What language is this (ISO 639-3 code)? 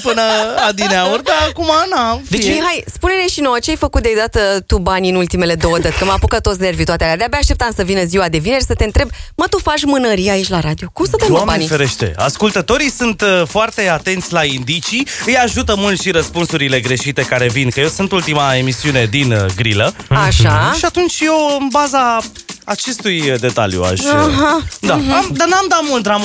ron